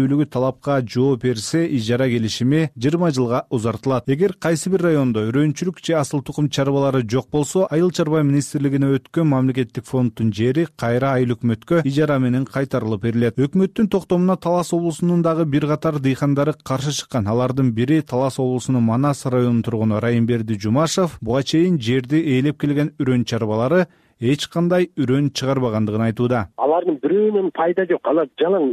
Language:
Kyrgyz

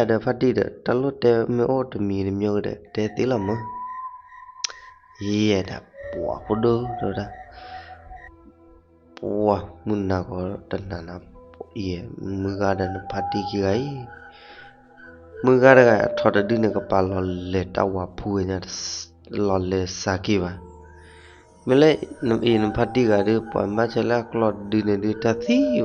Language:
S'gaw Karen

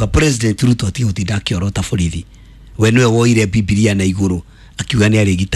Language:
Kikuyu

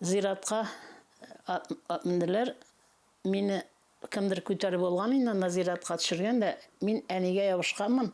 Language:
Tatar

